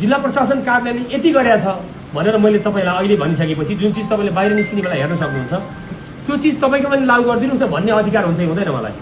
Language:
Nepali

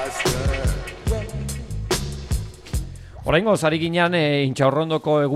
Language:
Basque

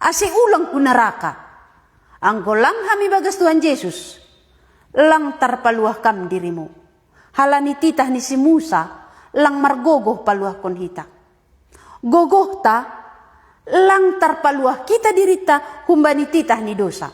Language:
Batak Simalungun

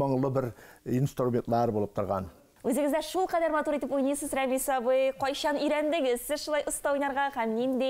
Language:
Tatar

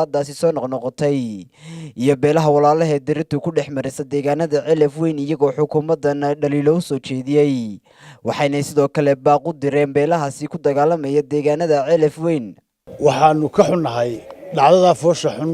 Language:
Somali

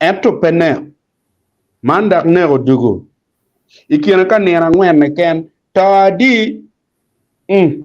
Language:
Acoli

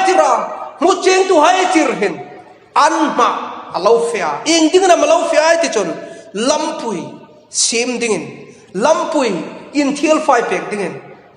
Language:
Hmar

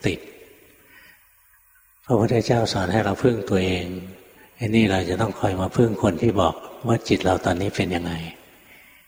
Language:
Thai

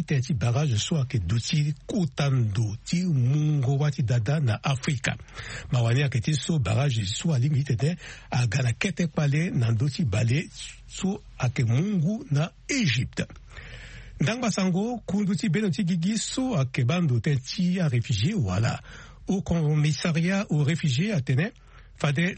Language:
Sango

